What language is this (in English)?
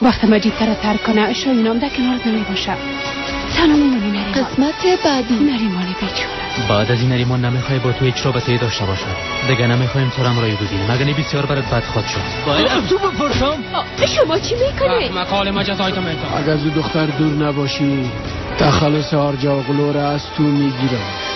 Persian